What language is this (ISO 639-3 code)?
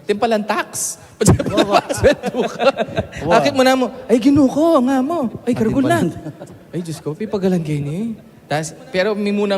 pam